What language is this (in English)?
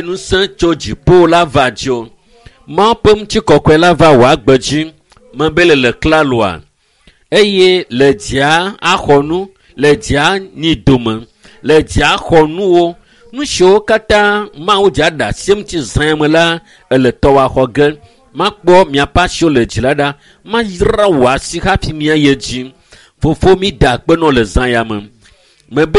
Ewe